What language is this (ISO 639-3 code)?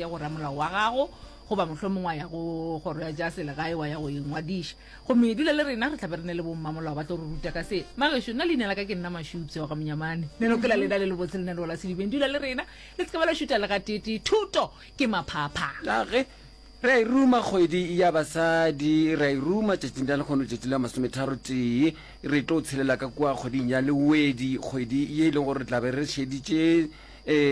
nso